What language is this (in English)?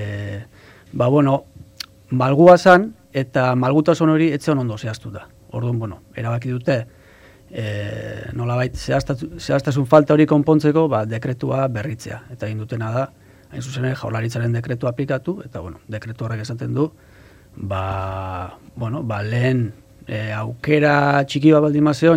Basque